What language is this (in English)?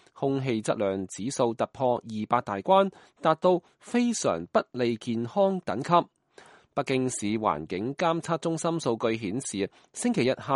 Cantonese